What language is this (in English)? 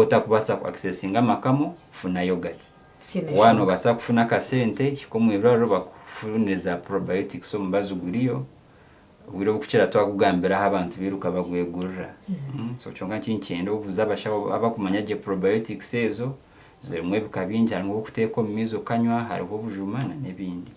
Nyankole